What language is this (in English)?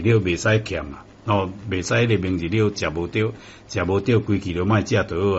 Min Nan Chinese